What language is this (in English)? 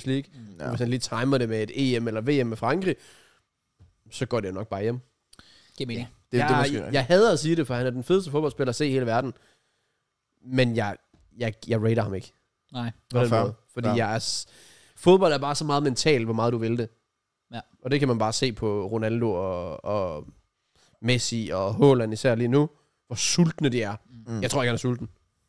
Danish